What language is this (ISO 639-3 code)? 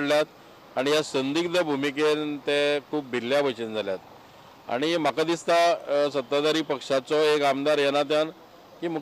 kok